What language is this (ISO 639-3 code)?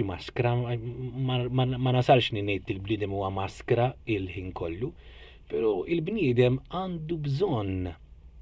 mlt